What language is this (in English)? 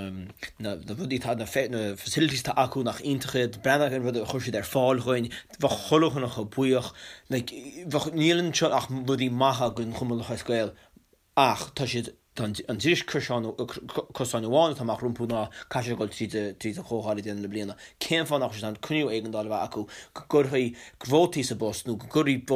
Irish